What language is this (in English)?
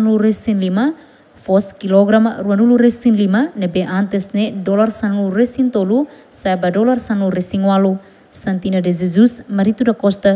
Tetum